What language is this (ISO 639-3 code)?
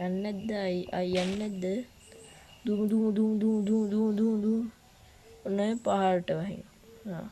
sin